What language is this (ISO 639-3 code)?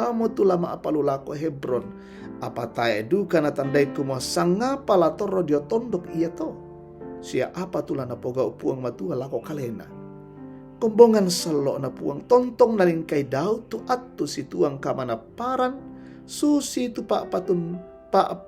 sda